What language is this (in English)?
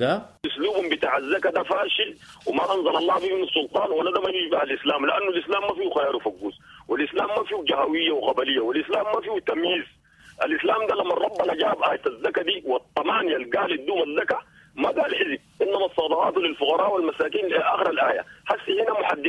Sudanese Arabic